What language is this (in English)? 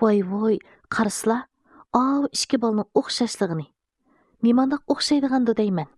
Uyghur